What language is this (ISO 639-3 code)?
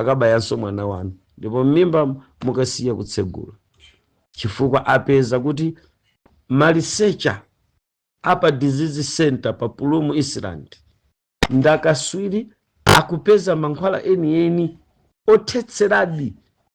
nya